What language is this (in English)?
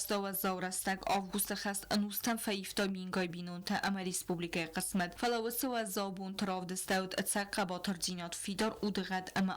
Ossetic